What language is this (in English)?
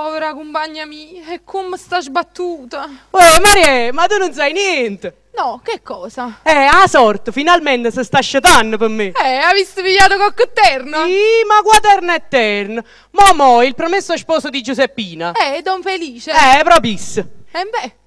Neapolitan